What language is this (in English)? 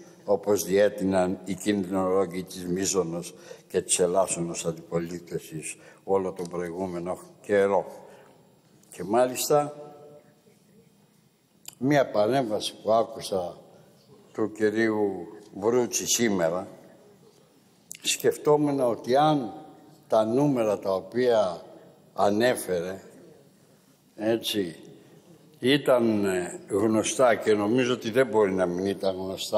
Greek